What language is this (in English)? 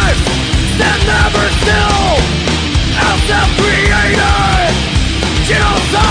English